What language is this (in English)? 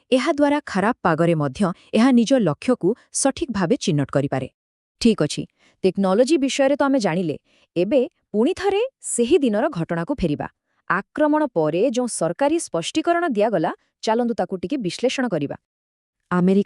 Odia